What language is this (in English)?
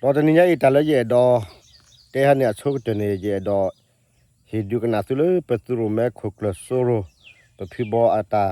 S'gaw Karen